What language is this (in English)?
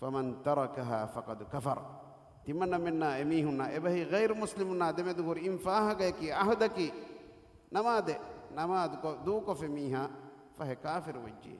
Divehi